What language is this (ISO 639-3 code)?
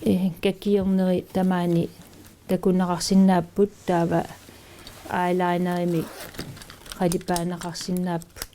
kal